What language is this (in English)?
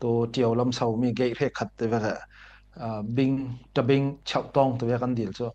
Falam Chin